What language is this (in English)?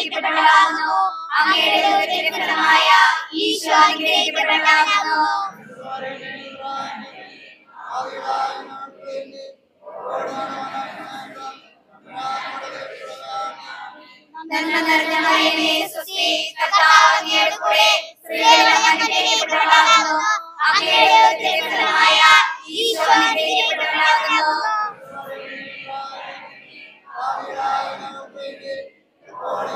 Malayalam